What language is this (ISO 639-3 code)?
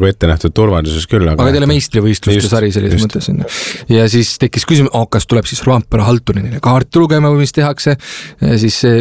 est